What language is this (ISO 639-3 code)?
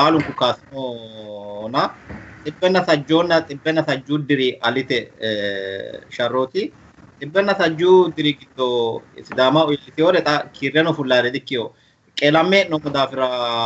sid